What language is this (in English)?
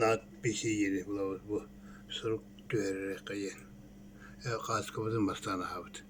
Yakut